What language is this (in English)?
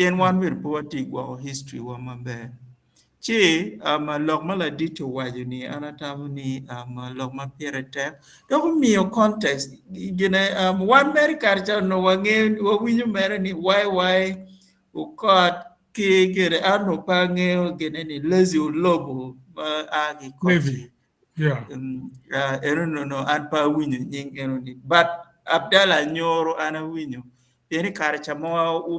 Acoli